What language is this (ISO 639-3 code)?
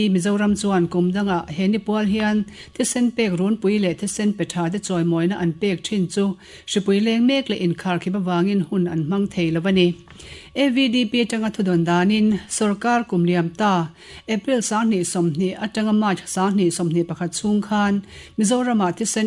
lus